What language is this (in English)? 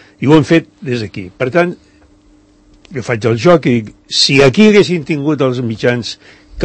Catalan